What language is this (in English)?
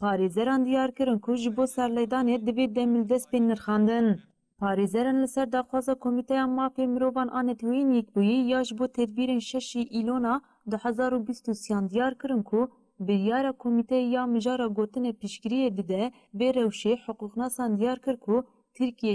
Kurdish